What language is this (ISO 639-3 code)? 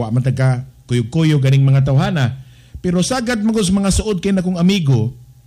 ceb